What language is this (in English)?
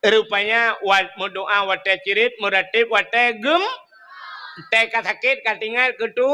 Achinese